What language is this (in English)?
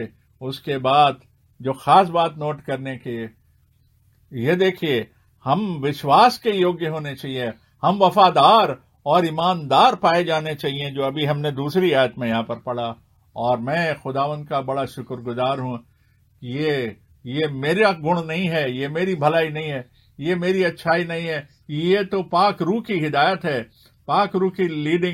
Hindi